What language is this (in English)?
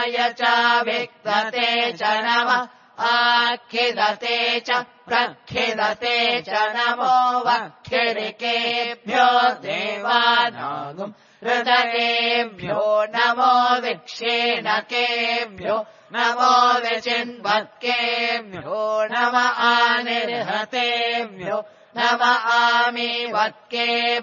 Sanskrit